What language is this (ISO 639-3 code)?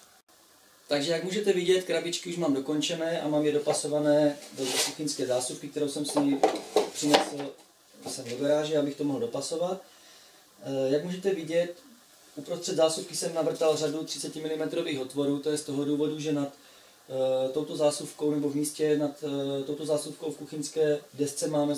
ces